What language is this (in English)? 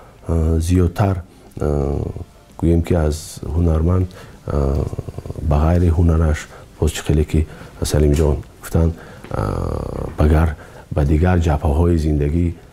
Tajik